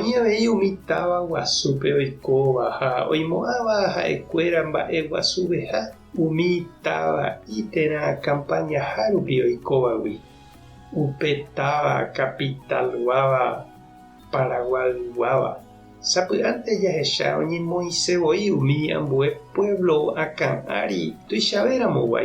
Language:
Guarani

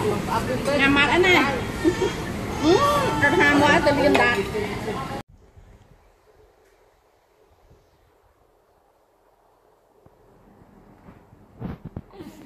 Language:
Vietnamese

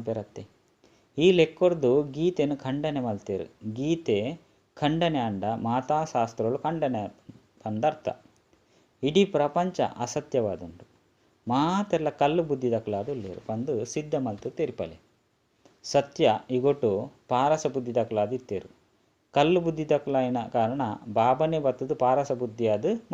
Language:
Tulu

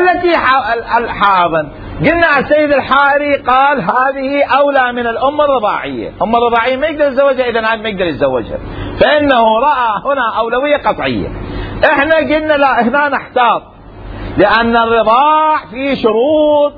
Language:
Mesopotamian Arabic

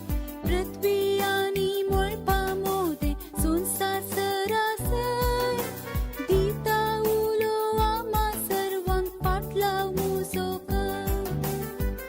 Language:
Konkani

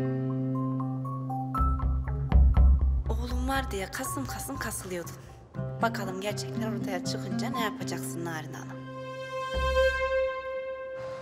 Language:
Turkish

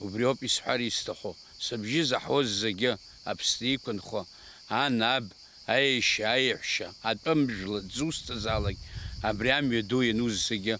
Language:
Abkhazian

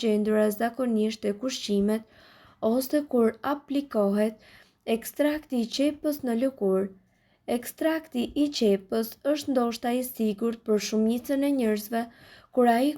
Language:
Albanian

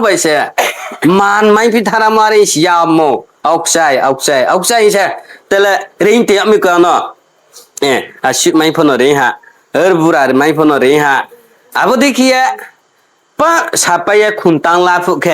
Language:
Riang (India)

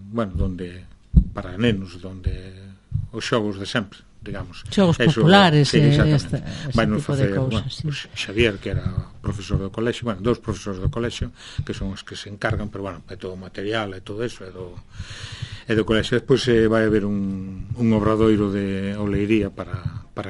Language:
Galician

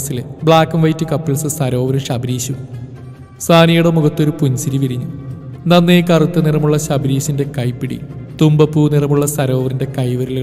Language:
Malayalam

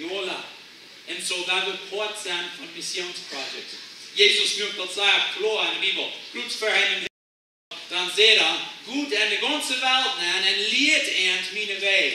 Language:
Plautdietsch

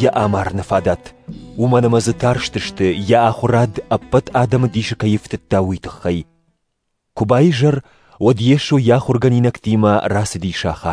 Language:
Ossetic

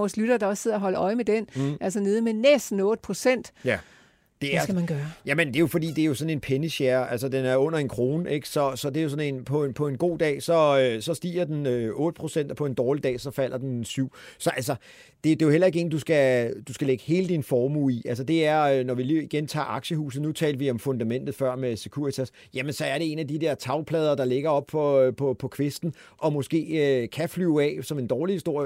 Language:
Danish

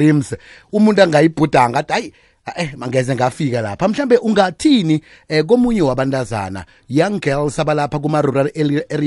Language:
South Ndebele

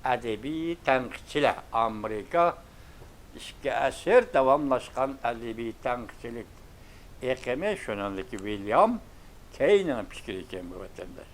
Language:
Uyghur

